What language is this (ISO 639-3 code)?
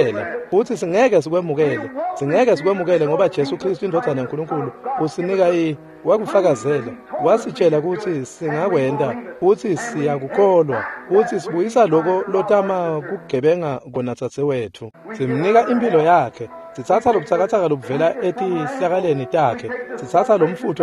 ssw